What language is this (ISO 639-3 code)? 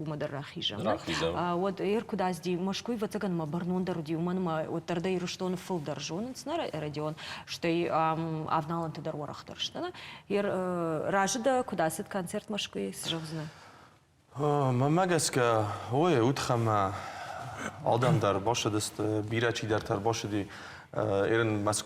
oss